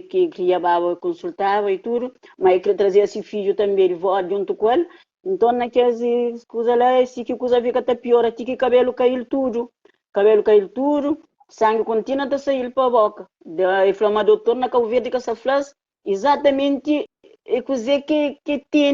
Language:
Kabuverdianu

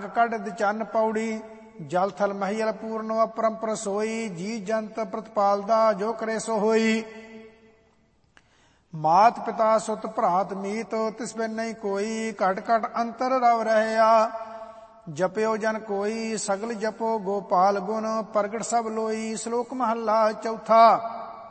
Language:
Punjabi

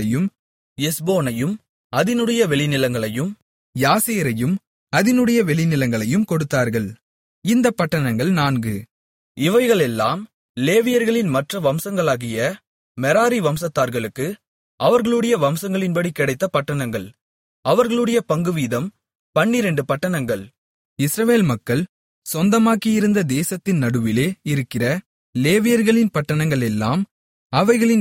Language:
Tamil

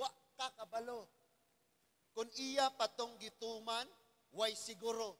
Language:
Cebuano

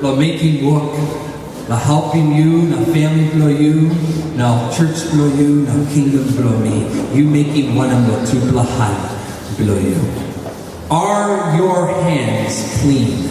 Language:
Tok Pisin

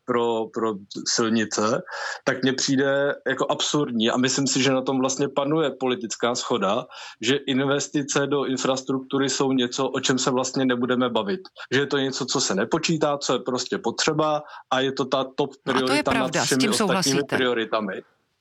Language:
Czech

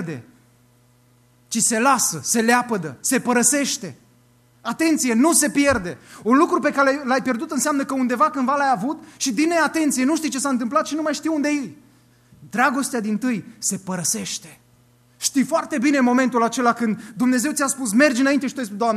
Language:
Romanian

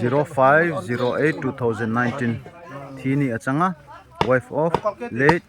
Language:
Darlong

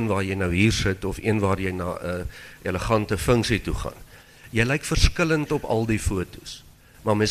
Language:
Afrikaans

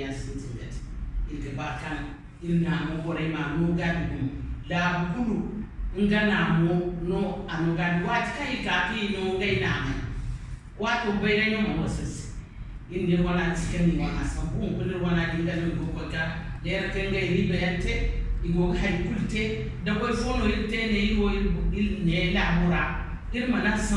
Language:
Zarma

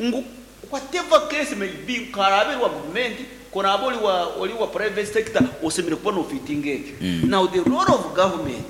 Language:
Nyankole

